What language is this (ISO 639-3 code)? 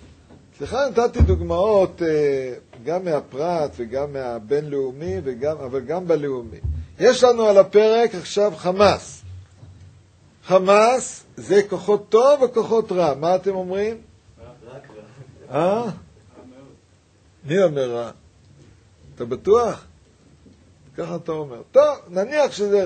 heb